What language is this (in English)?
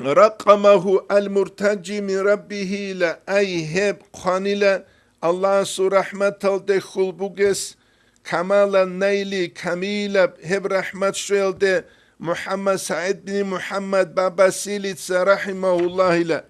Avaric